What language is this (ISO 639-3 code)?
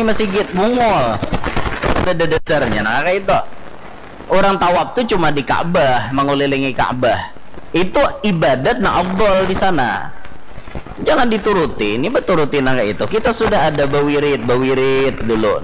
bjn